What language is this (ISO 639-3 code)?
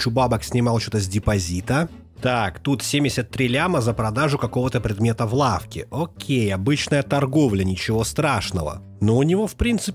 rus